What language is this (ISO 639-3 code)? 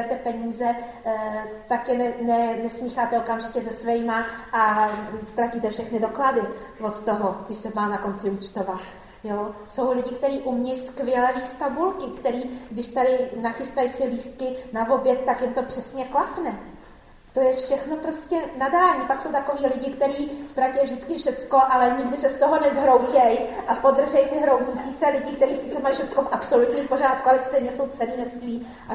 ces